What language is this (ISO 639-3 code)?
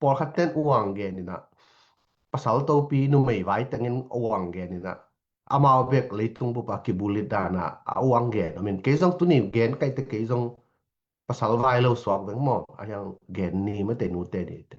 ctd